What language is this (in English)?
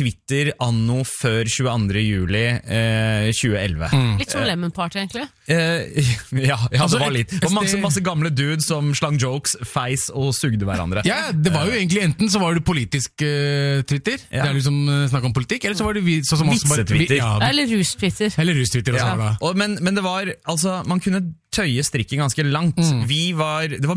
Norwegian